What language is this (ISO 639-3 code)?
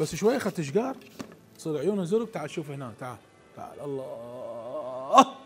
acm